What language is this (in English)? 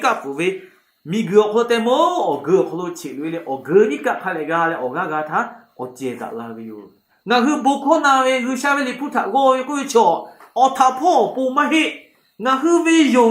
Lahu